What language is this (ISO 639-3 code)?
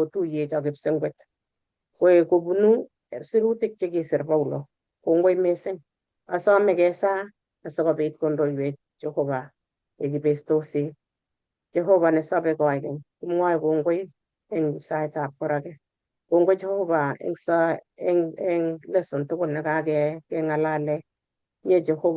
kln